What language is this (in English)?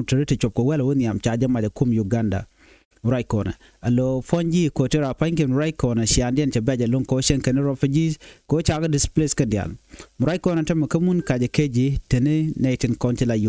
Nuer